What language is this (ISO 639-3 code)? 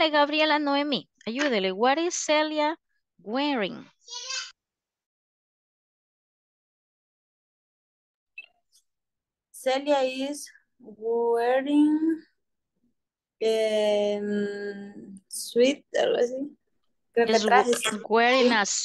spa